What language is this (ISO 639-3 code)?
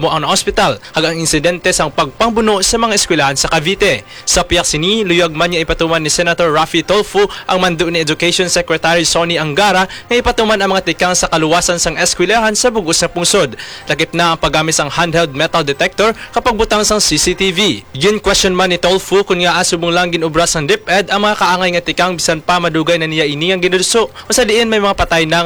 hil